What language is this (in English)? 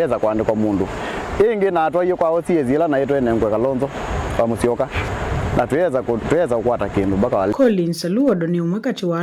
Kamba